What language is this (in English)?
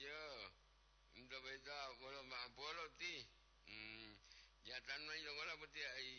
Gorontalo